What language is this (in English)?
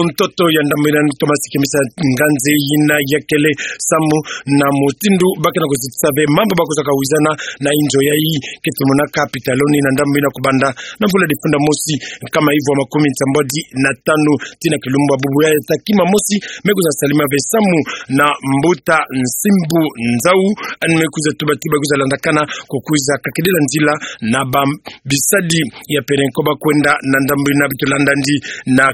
Kituba (Democratic Republic of Congo)